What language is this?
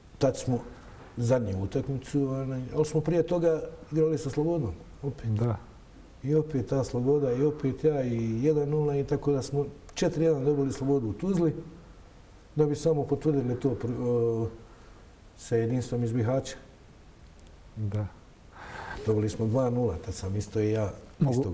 Bosnian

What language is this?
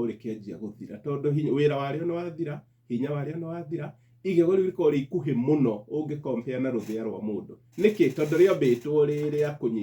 Kikuyu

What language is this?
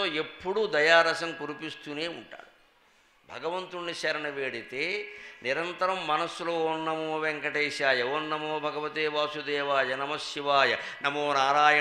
Telugu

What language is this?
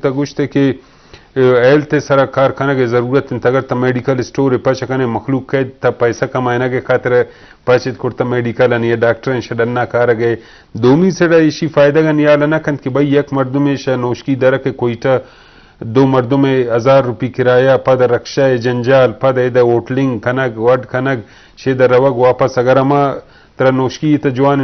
Eastern Balochi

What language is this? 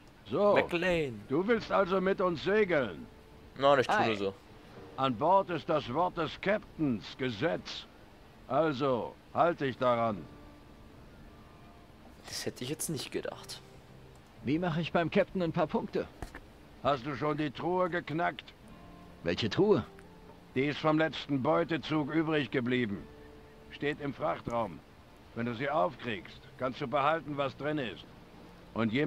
German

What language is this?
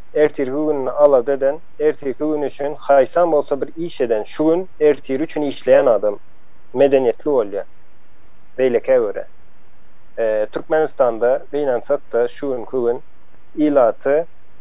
Turkmen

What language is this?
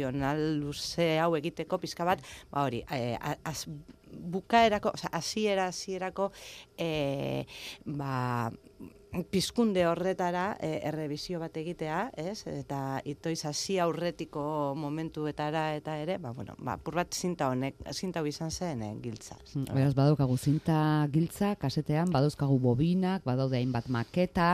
Basque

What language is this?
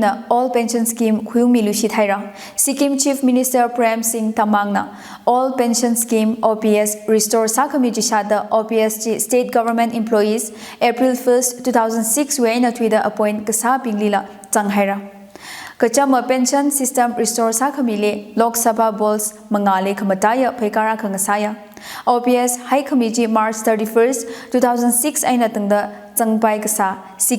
Tangkhul Naga (India)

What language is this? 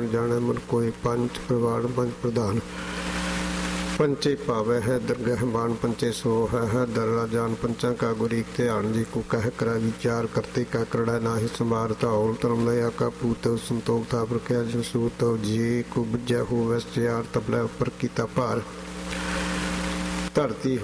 Punjabi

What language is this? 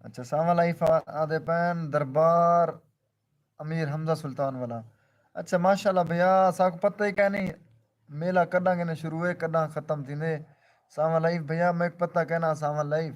Saraiki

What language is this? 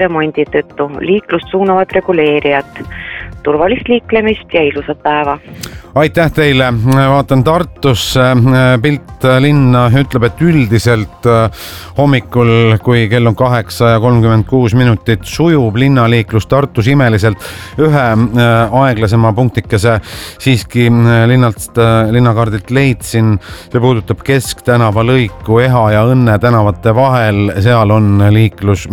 Estonian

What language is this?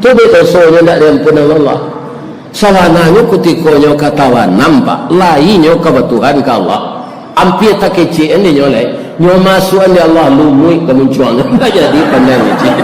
Minangkabau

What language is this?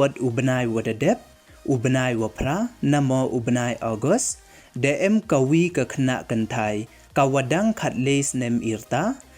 Pnar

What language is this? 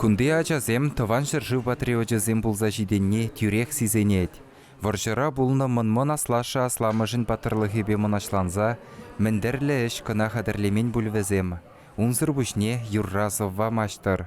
Chuvash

